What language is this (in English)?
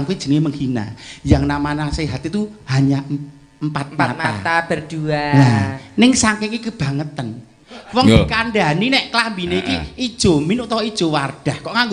Javanese